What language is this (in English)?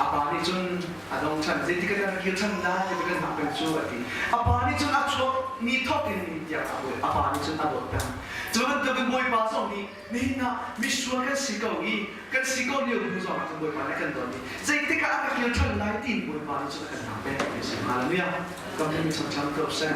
Hakha Chin